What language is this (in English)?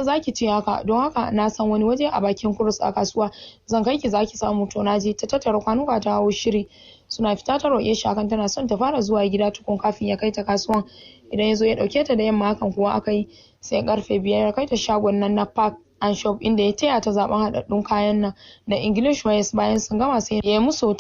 Hausa